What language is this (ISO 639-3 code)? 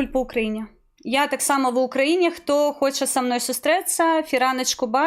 bel